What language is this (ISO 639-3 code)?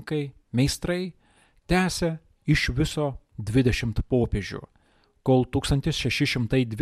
lit